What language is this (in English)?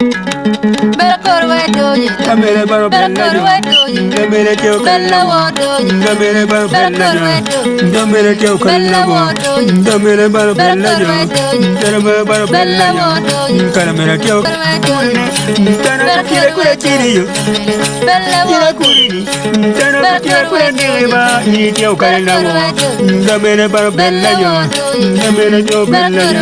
Acoli